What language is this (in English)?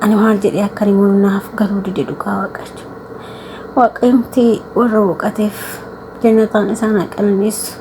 Oromo